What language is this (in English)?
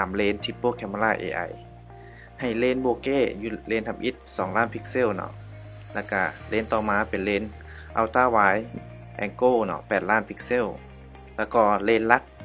Lao